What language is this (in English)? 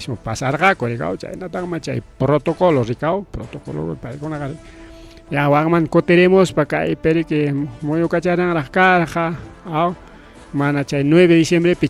Ayacucho Quechua